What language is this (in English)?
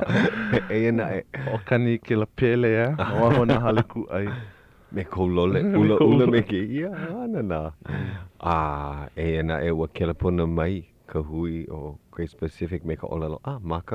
Hawaiian